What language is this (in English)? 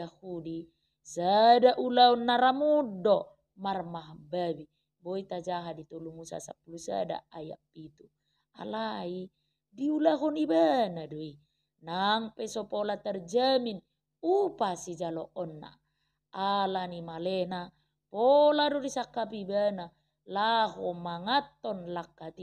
Batak Toba